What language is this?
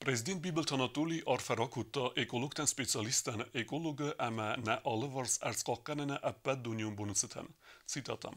Ossetic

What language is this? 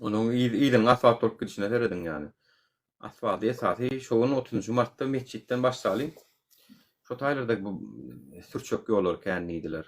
Turkmen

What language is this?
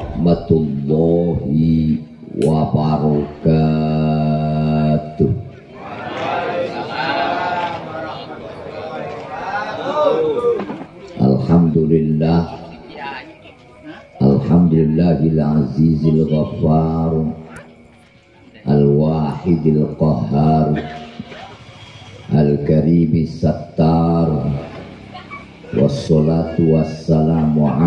Indonesian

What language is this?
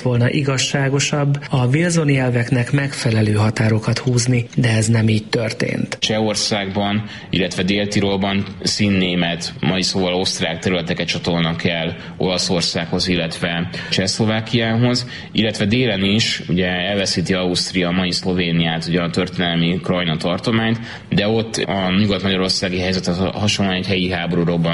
Hungarian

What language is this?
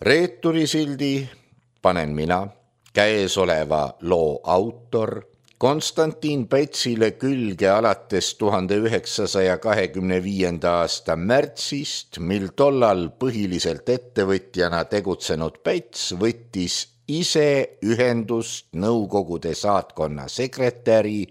Estonian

